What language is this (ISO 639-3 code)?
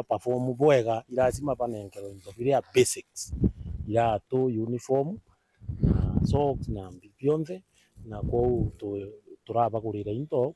mer